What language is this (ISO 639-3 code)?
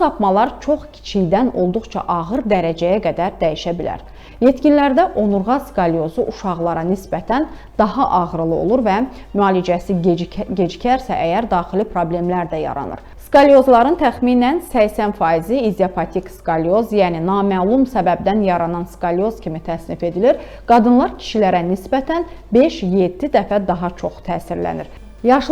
aze